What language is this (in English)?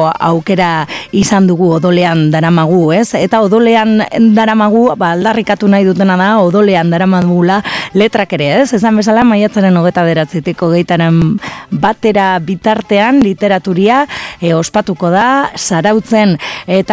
Basque